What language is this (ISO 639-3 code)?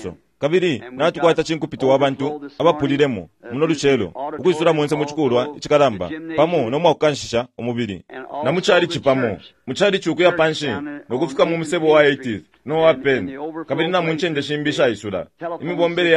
bem